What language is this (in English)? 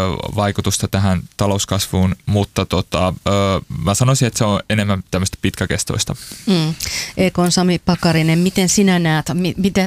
Finnish